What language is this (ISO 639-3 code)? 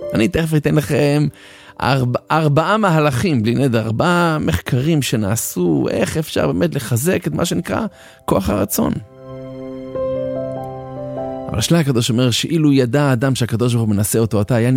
heb